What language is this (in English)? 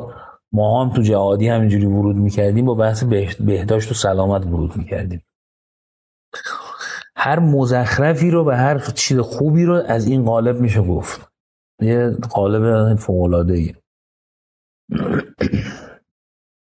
Persian